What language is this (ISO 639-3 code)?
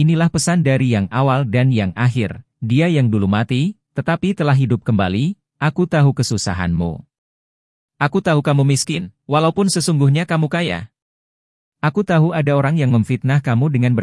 ind